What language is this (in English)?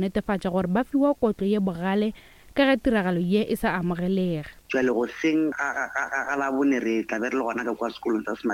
Northern Sotho